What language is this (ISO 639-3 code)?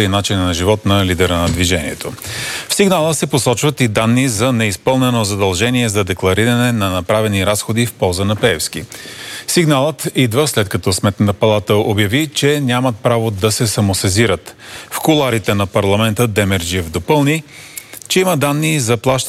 bul